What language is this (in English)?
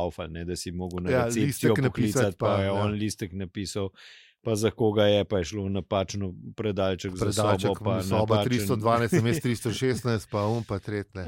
Slovenian